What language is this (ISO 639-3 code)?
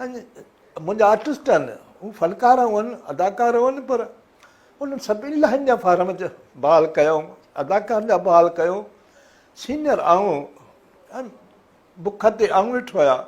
snd